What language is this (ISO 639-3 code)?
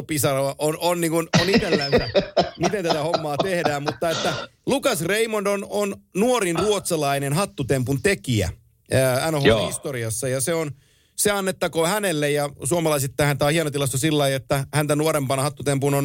fin